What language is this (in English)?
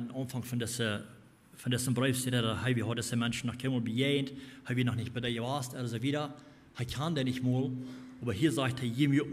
Plautdietsch